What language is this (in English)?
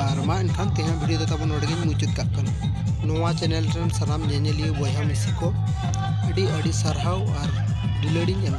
Santali